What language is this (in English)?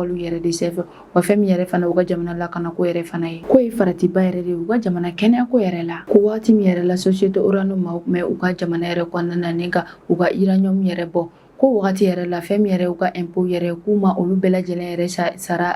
Bambara